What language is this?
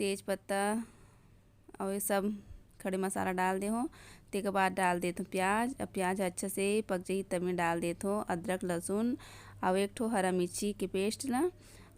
Chhattisgarhi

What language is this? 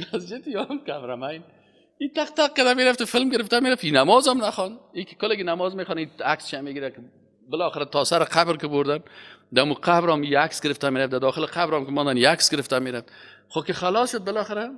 Persian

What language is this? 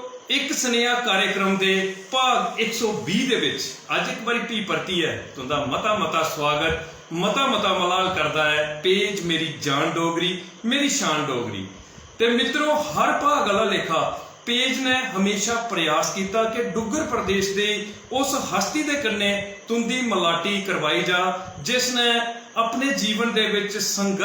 Dogri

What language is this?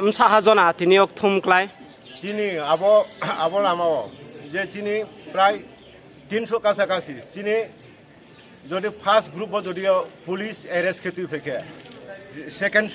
Riang (India)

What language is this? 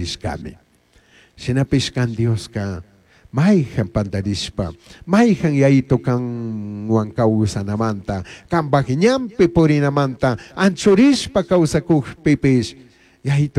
Chimborazo Highland Quichua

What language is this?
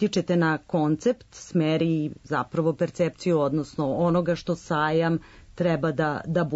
Serbian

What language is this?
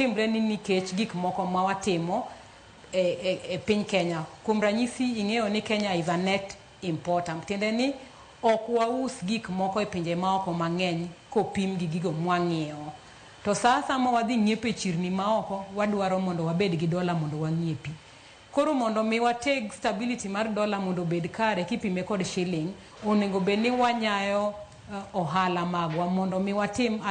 Luo (Kenya and Tanzania)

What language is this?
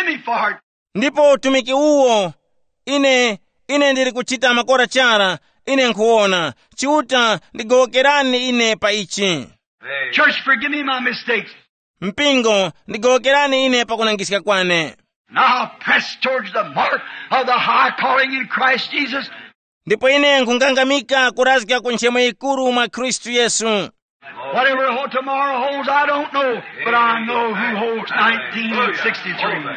Tumbuka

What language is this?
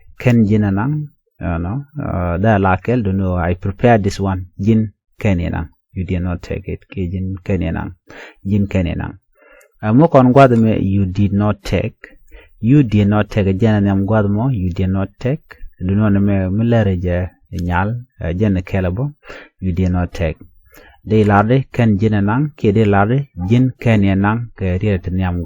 Nuer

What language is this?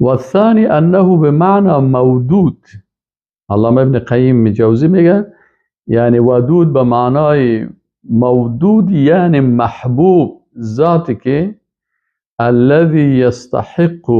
Persian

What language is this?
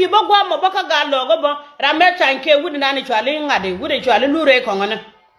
Nuer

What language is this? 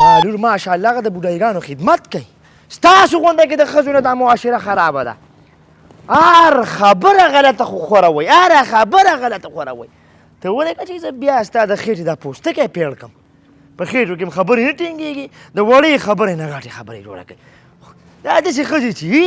Pashto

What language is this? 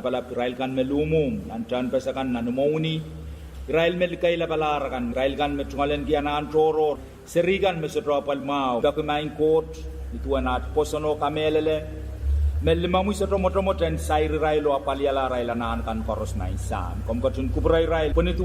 Pohnpeian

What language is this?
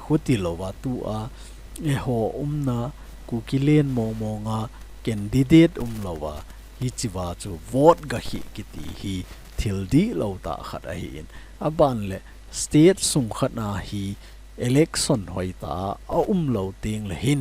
Thado Chin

